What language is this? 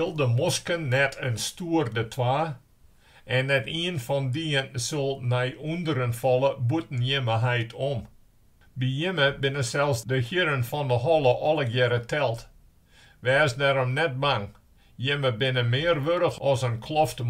Western Frisian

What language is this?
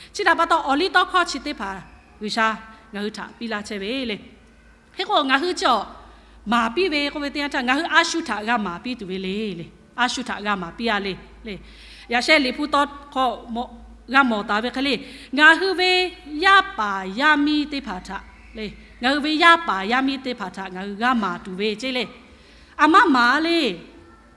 Lahu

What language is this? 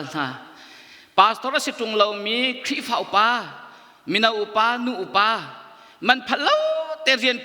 Hakha Chin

